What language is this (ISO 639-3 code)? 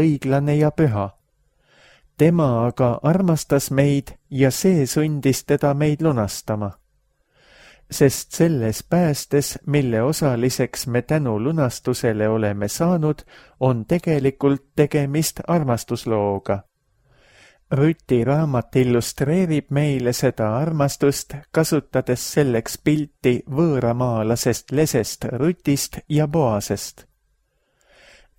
est